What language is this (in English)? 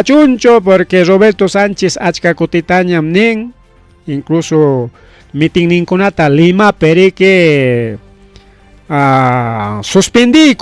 Ayacucho Quechua